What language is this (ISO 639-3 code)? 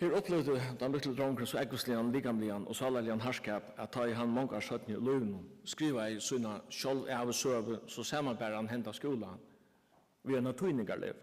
fao